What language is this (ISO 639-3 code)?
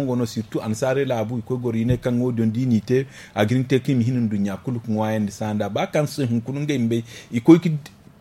dje